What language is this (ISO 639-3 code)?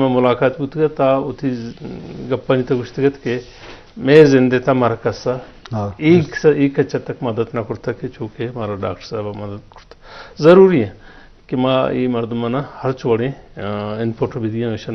bgp